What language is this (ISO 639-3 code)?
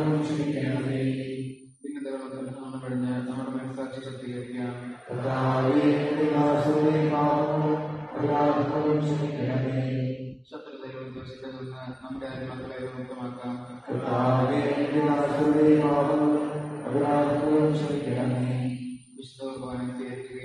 mal